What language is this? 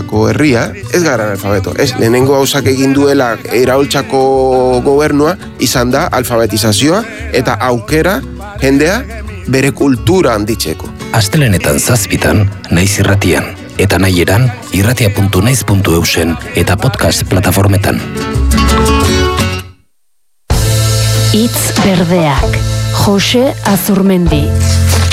Basque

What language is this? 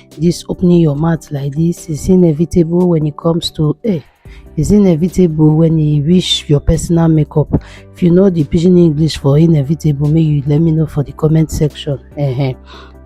Nigerian Pidgin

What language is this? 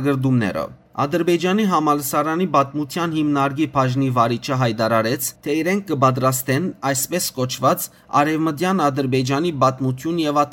Western Armenian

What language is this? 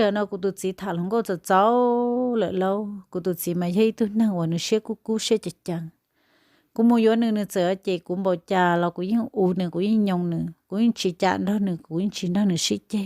Hmong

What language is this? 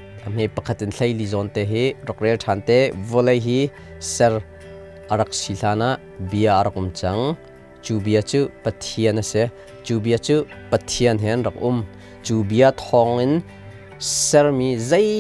Hakha Chin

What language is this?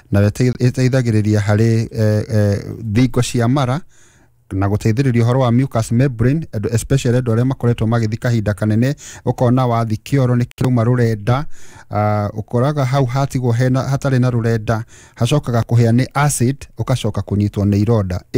Kikuyu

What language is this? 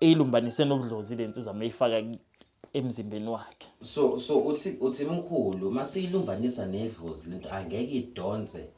Zulu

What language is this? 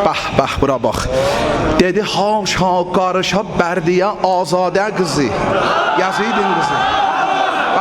South Azerbaijani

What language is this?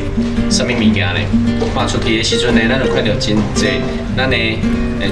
Min Nan Chinese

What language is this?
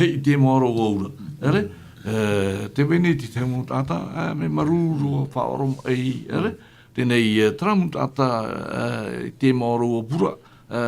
Tahitian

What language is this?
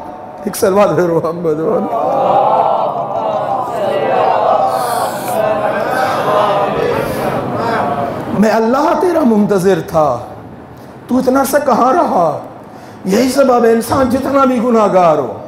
Urdu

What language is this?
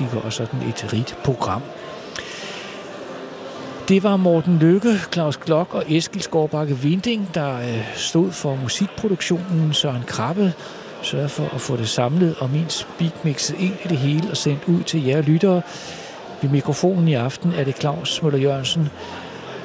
Danish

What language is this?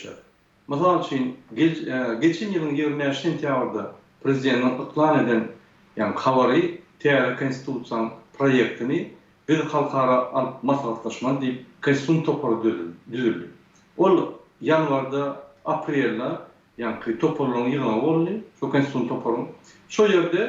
Turkmen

